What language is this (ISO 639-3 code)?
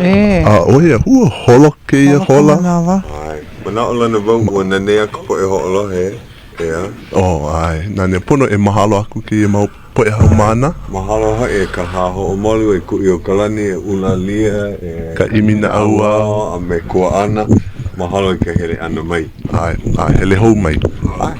haw